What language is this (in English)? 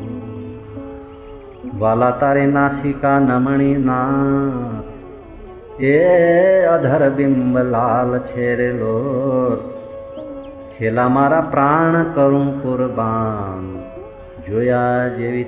Gujarati